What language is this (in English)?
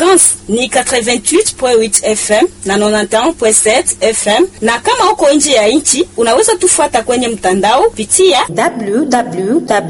Swahili